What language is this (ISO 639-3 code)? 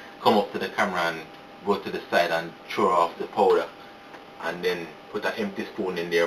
jam